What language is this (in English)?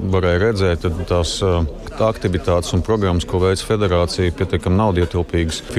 Latvian